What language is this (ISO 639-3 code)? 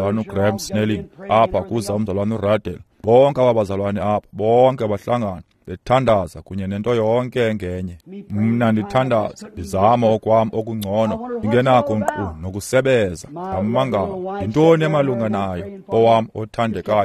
xho